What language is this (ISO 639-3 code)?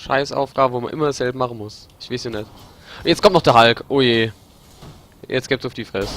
pfl